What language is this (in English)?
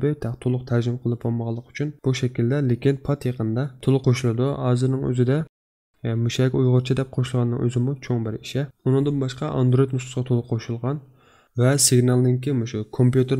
Uyghur